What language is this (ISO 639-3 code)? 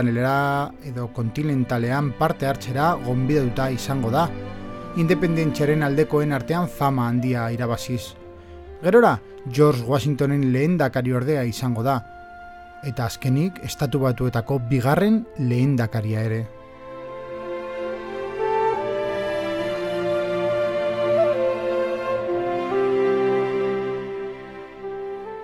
eus